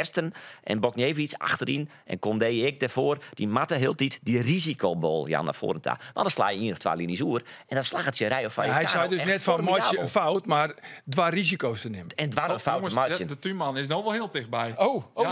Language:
Western Frisian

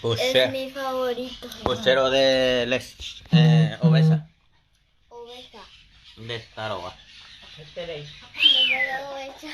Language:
Guarani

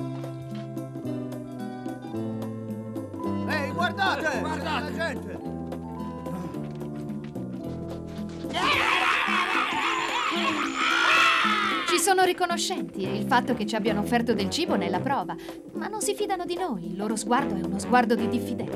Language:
Italian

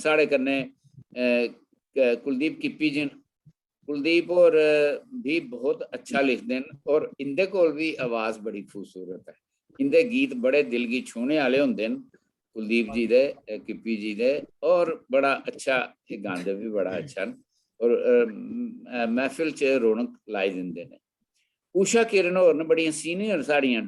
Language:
Dogri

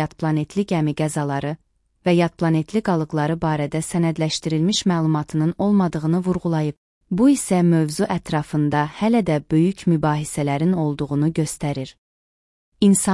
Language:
Azerbaijani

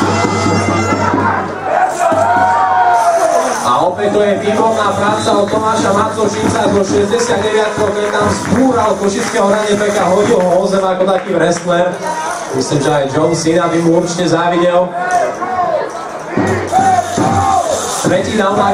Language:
Slovak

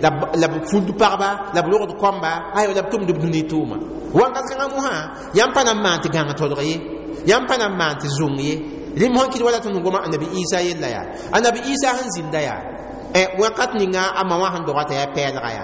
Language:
Mossi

